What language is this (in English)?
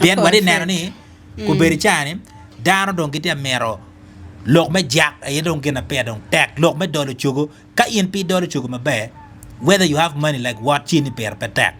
Acoli